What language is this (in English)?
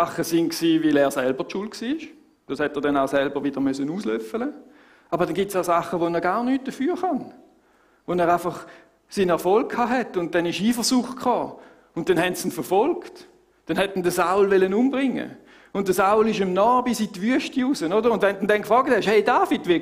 Swiss German